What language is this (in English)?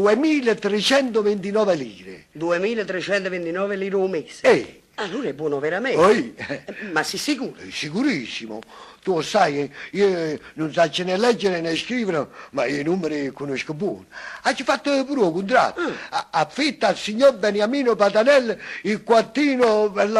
Neapolitan